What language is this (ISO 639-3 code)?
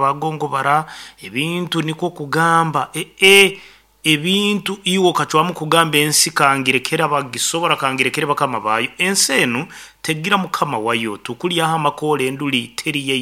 nyn